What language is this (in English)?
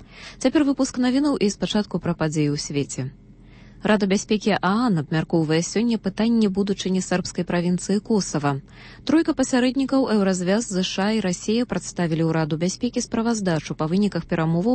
Belarusian